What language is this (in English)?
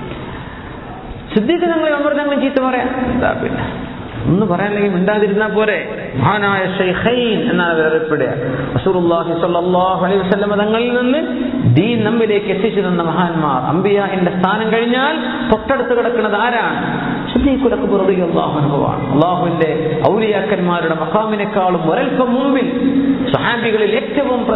Malayalam